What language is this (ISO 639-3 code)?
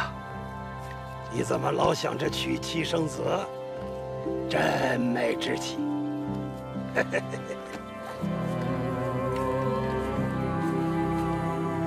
zho